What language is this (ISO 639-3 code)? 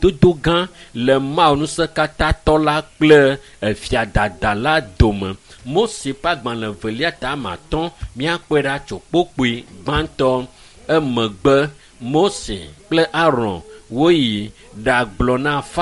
ewe